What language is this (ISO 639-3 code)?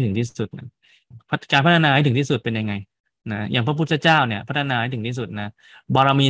tha